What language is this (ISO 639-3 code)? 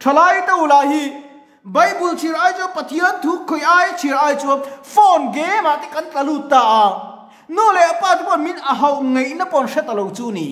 lus